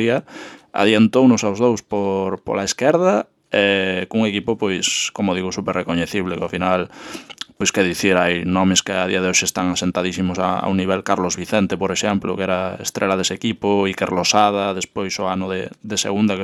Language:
Galician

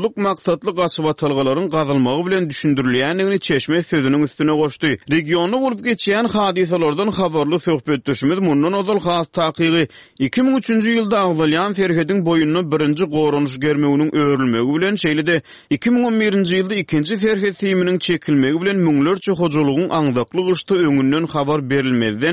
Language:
Turkmen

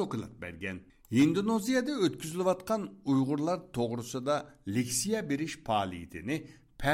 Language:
Uyghur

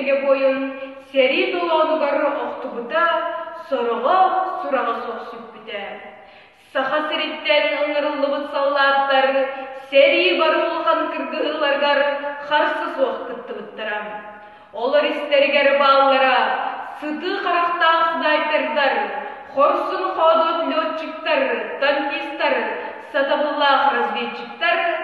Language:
Yakut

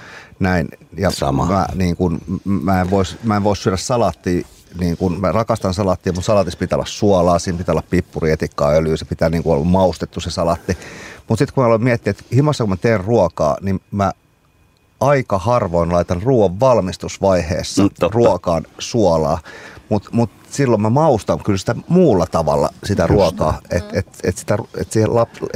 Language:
Finnish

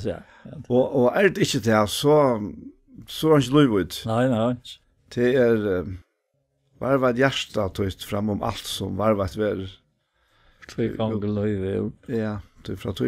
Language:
Faroese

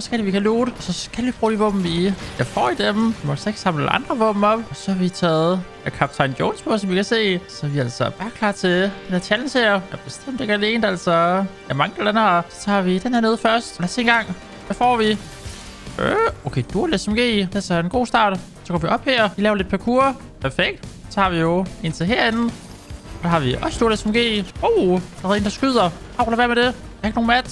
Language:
Danish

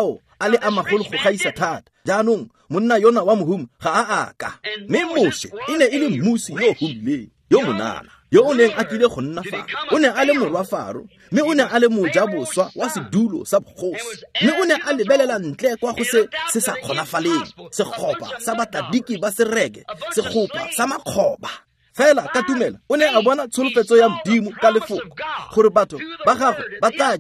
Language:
Tswana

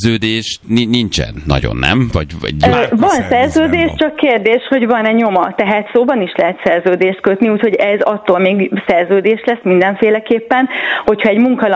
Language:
Hungarian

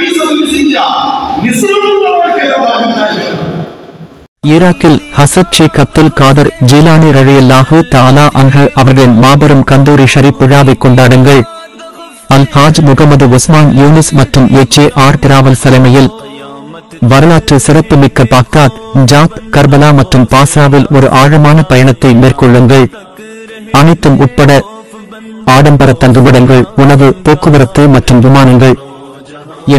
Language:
Tamil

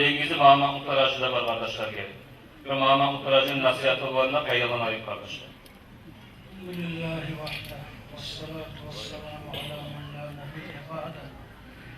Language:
Kumyk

